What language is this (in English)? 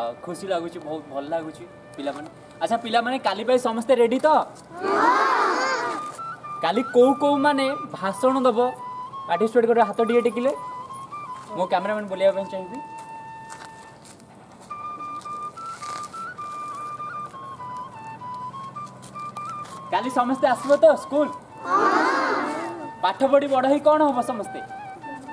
Odia